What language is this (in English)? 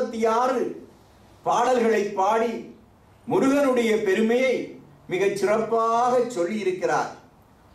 Tamil